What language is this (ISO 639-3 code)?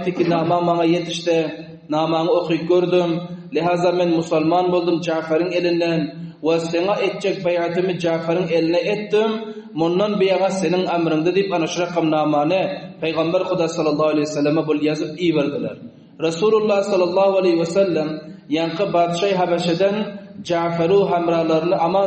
tuk